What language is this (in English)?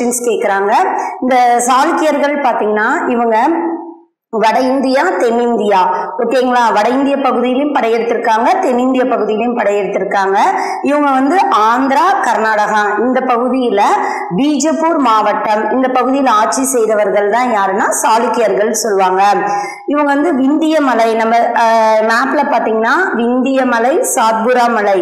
Tamil